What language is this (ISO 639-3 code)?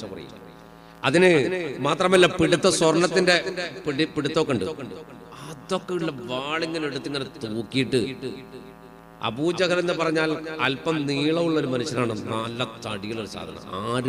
mal